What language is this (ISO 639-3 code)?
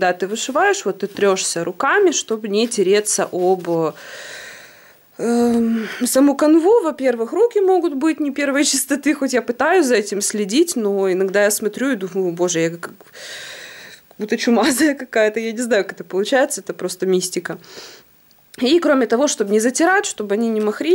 rus